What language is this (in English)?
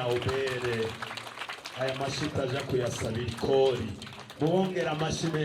Rundi